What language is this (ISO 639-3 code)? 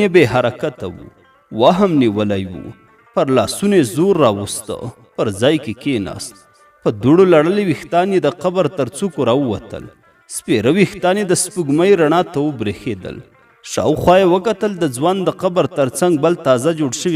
pus